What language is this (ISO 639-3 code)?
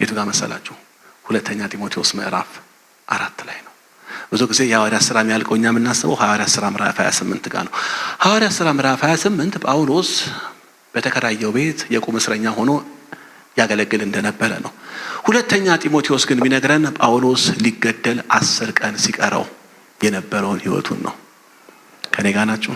amh